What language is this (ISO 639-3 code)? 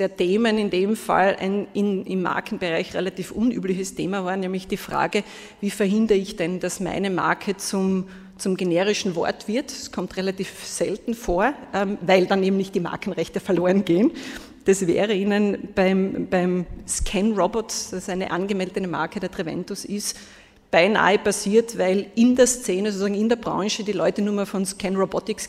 deu